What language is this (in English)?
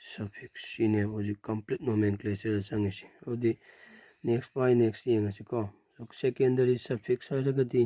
Manipuri